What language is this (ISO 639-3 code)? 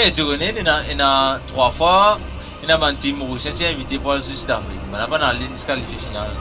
mfe